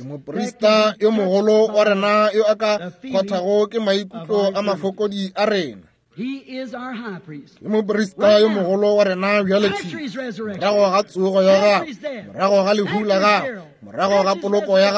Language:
Northern Sotho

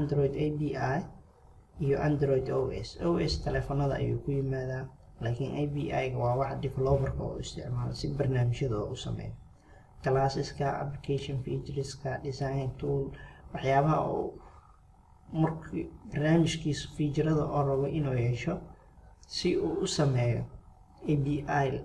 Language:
Somali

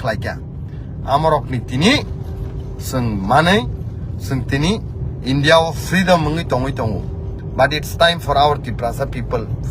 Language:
Kok Borok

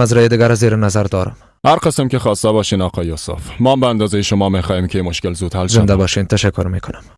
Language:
Persian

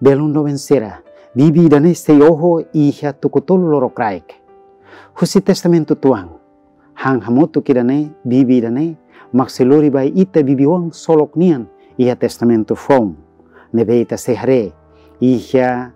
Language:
Tetum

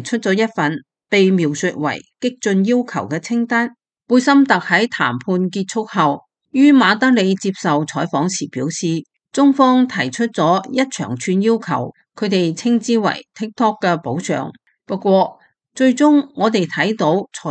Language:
Cantonese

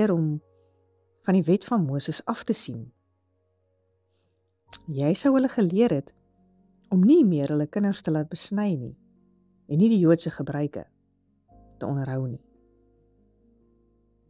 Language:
Afrikaans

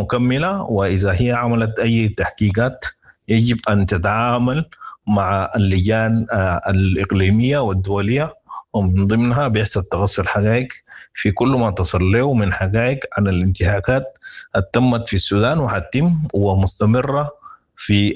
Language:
Sudanese Arabic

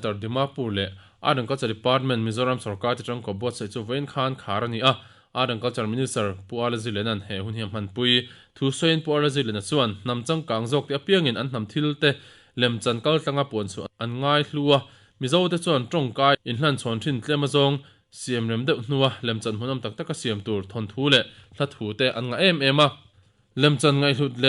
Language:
Mizo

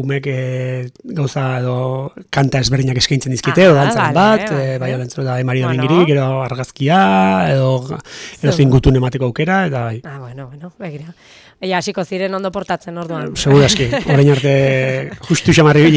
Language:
Basque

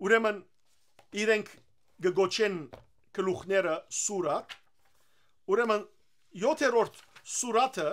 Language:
Western Armenian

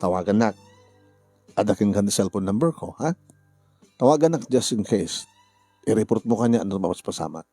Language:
Iloko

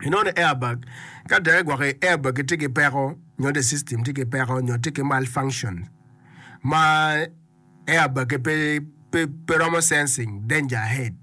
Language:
Acoli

